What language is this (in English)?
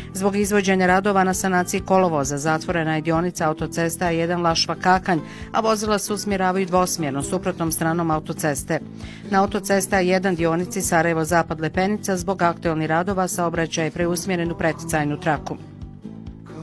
Bosnian